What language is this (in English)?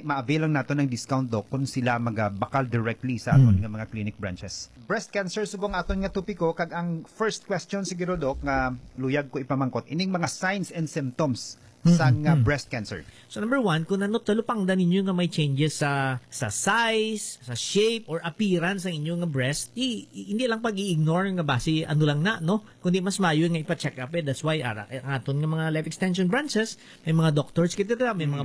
Hiligaynon